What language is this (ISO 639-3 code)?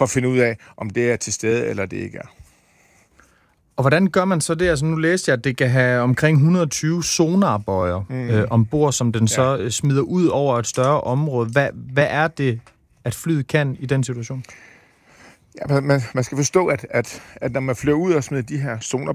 dan